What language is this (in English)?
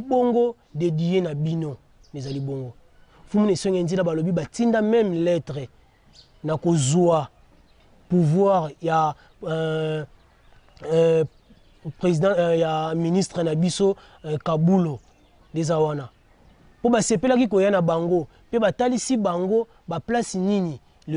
Lingala